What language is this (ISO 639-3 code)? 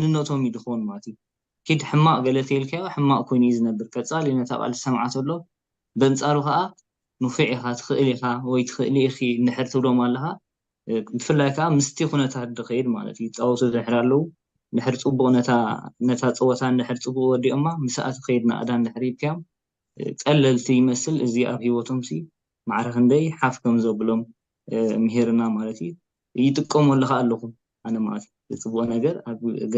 tir